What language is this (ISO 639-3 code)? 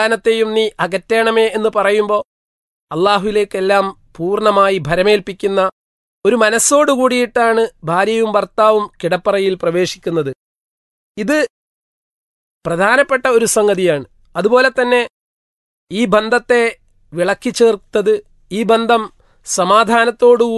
mal